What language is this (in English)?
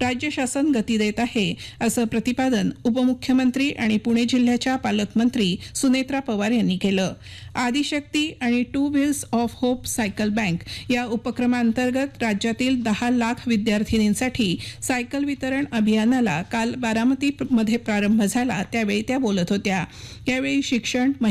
Marathi